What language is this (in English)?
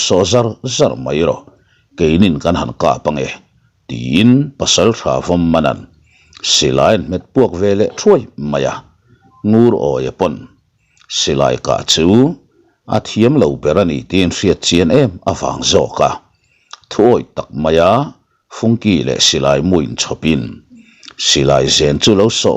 Mizo